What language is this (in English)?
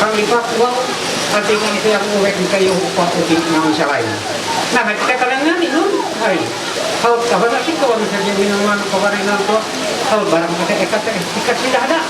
Ma'anyan